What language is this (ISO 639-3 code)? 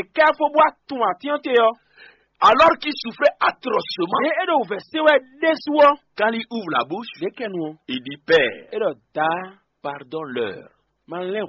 fon